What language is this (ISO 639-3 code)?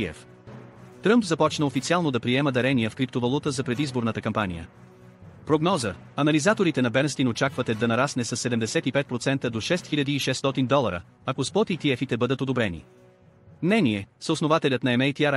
bul